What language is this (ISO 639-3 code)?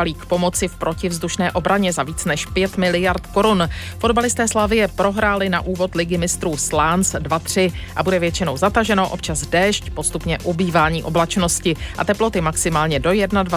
ces